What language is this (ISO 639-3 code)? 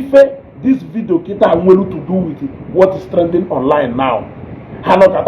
ibo